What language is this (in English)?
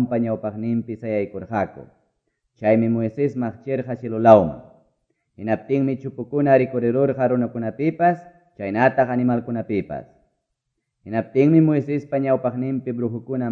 Quechua